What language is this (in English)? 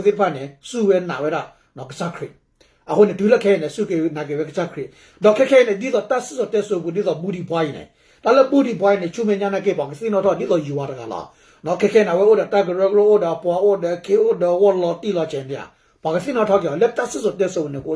S'gaw Karen